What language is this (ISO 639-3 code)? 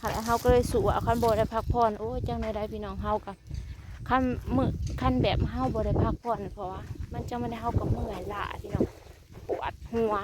tts